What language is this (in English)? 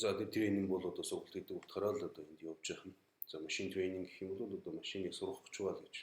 Mongolian